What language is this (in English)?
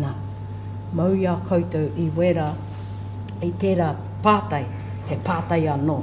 Māori